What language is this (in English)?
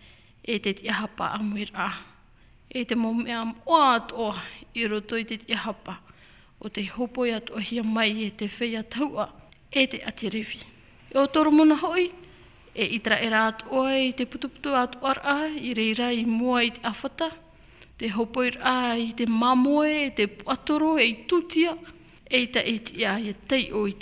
Tahitian